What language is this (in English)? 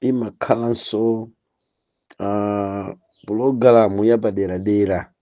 Nyanja